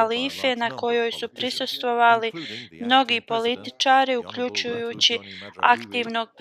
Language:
Bosnian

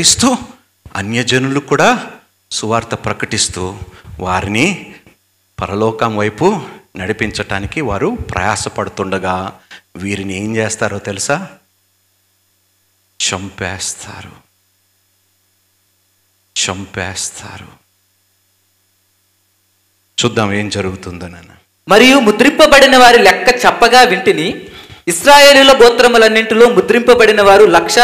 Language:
Telugu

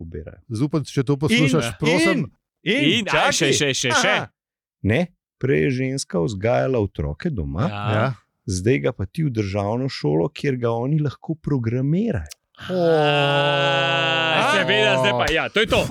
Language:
Slovenian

